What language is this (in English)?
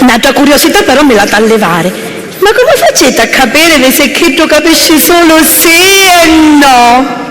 Sicilian